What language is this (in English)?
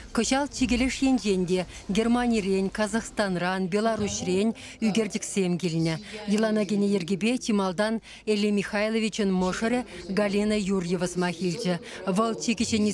Chuvash